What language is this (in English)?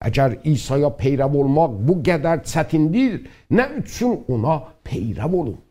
South Azerbaijani